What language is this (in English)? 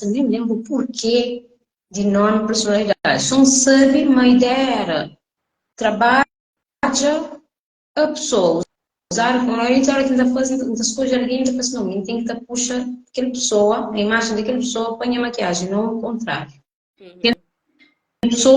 Kabuverdianu